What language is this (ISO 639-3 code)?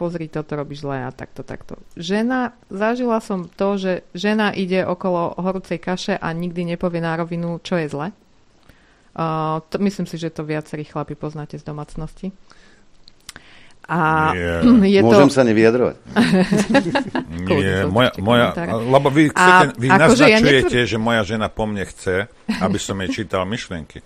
slk